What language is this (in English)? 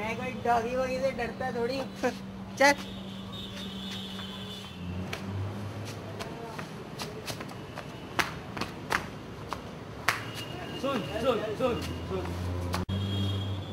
Hindi